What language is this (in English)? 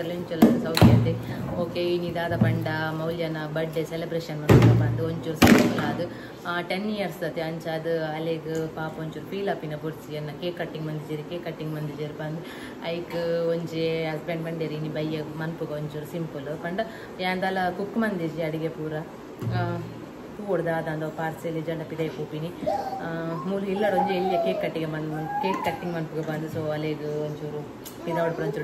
Tulu